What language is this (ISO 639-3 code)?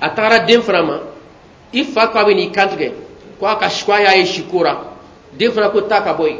bam